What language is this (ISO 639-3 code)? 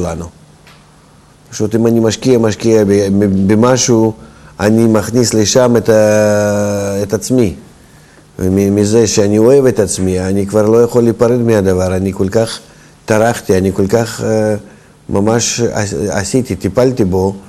heb